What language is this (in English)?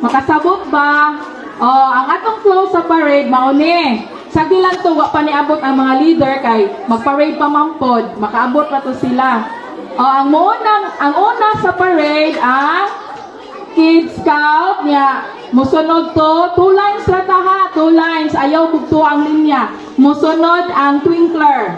Cebuano